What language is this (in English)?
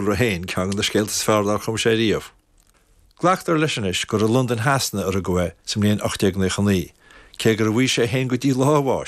Irish